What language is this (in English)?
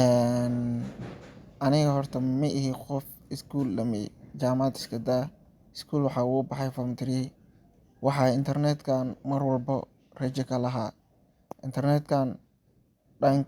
Somali